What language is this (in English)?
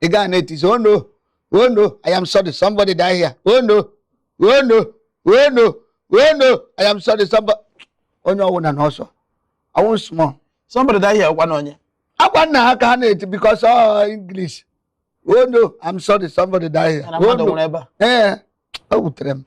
Igbo